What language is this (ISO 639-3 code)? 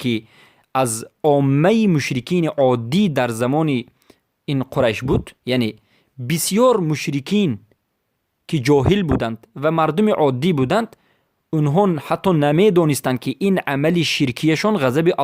fas